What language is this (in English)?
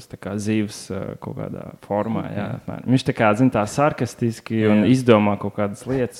Latvian